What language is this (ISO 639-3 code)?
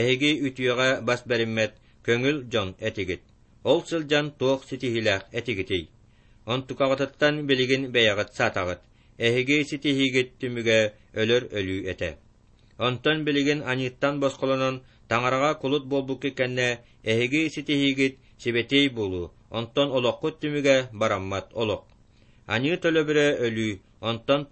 sah